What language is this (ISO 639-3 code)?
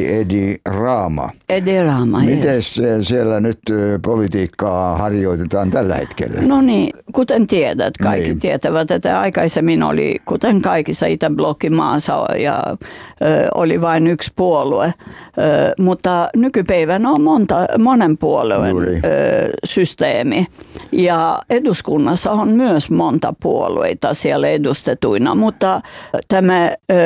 fin